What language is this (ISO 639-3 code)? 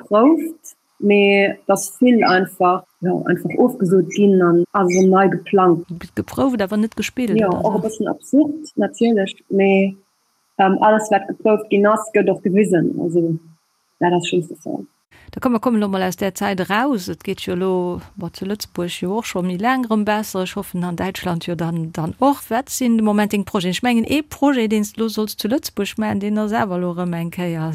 ltz